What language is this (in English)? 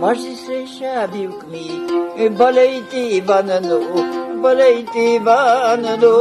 Lak